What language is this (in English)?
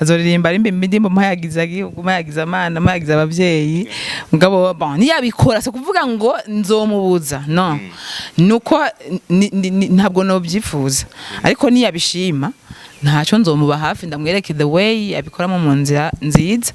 Rundi